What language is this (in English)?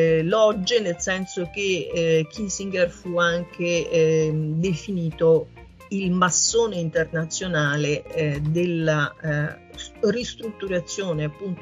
Italian